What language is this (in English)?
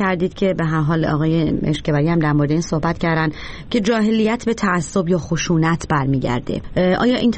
Persian